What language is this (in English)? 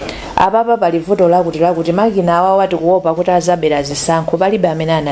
Nyanja